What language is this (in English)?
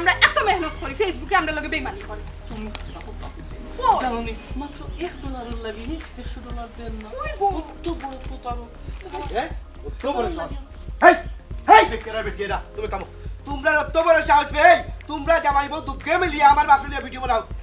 Sylheti